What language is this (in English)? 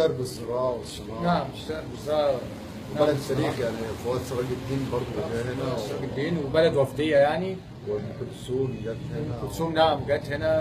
Egyptian Arabic